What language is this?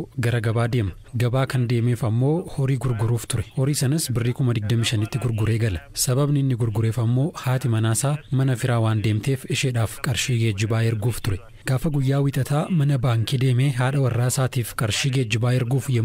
Oromo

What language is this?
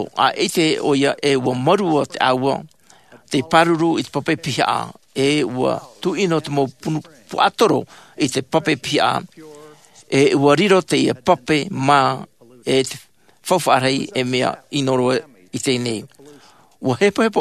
Tahitian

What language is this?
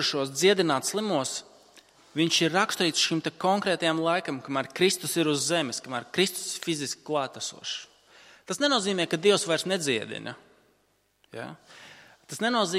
Latvian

